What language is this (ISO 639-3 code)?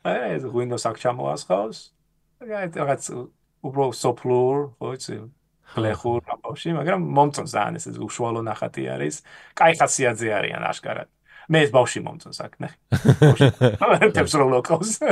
kat